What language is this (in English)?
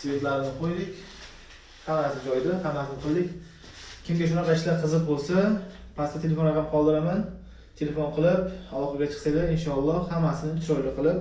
Uzbek